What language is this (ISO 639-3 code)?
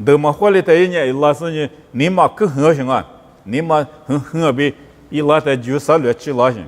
lis